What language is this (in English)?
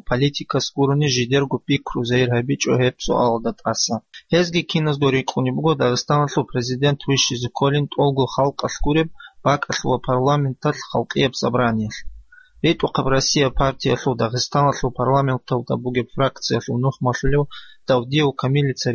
Avaric